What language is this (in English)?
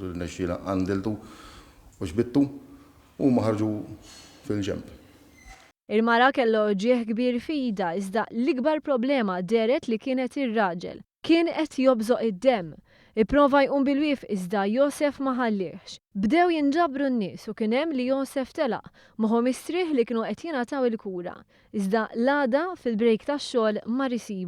Maltese